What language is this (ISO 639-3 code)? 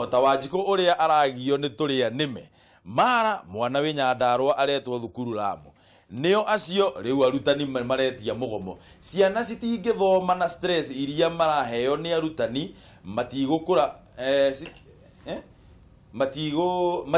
kik